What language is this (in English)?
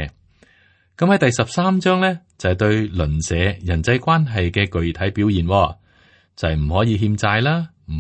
Cantonese